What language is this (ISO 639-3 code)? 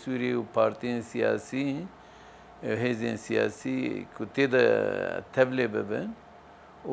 kur